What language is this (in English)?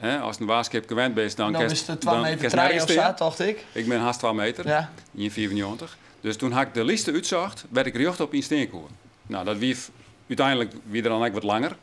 Western Frisian